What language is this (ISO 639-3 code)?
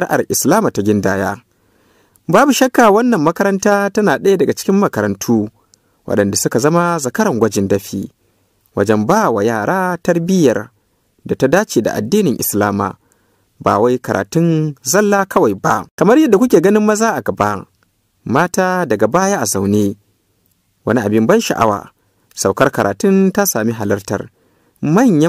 hau